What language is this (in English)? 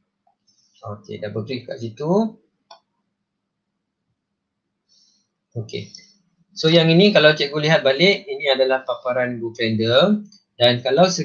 Malay